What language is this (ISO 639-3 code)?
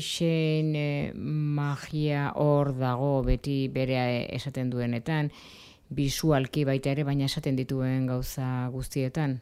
eus